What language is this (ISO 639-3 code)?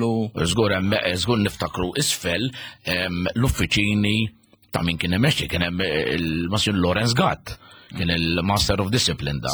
mlt